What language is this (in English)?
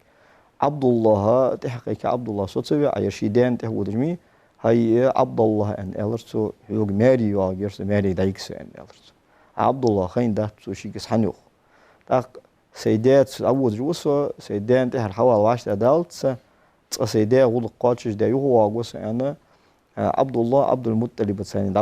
Ingush